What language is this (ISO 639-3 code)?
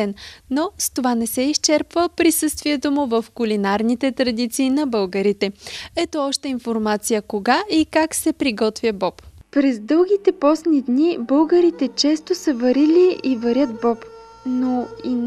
bul